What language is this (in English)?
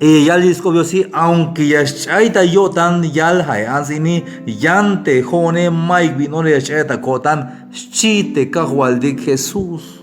Tzeltal